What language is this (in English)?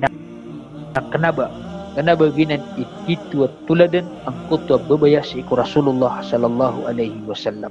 Maranao